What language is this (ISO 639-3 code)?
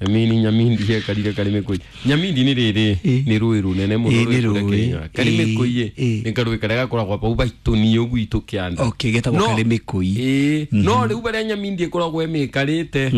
kik